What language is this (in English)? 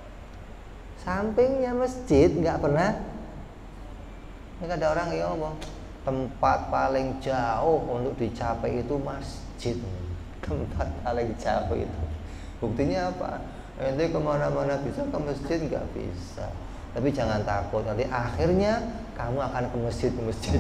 Indonesian